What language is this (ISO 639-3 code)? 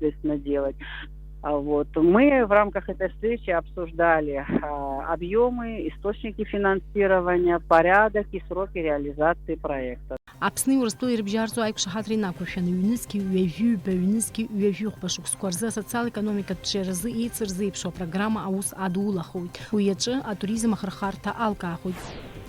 abk